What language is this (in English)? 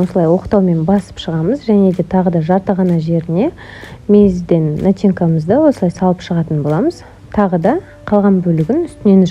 Kazakh